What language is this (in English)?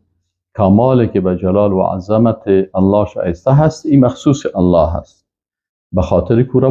Persian